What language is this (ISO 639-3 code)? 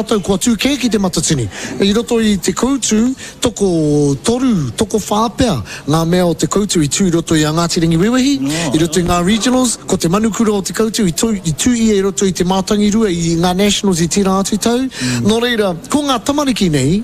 mri